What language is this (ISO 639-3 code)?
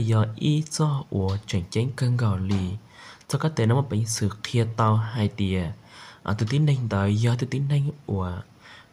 hmn